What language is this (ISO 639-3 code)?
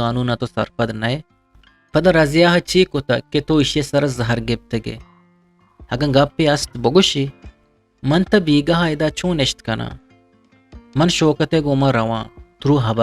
bgp